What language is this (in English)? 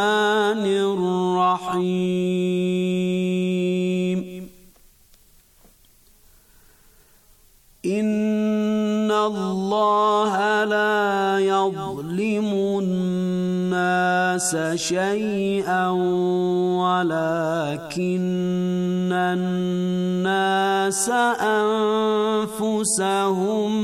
Bosnian